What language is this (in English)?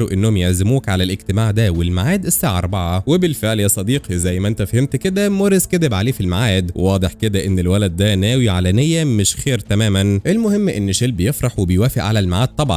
Egyptian Arabic